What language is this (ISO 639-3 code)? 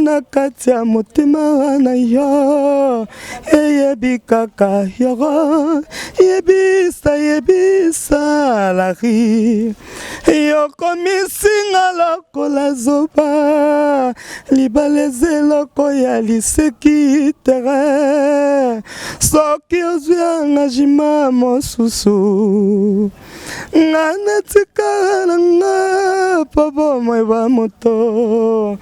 lin